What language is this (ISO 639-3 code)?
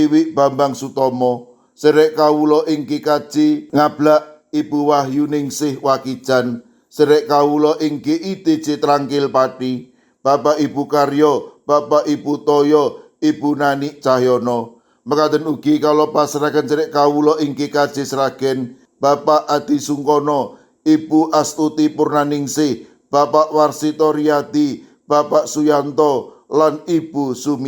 jav